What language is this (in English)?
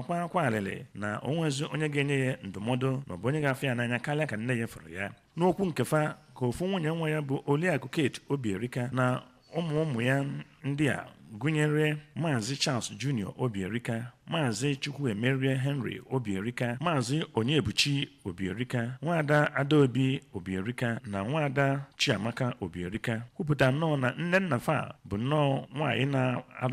Igbo